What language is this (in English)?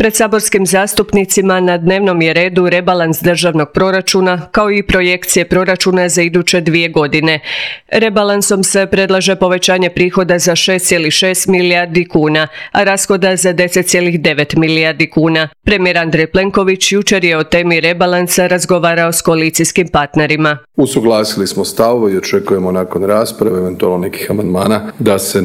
Croatian